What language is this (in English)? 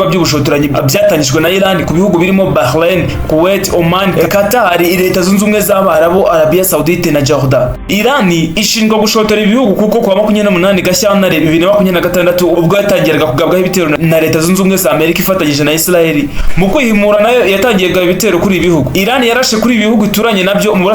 Kinyarwanda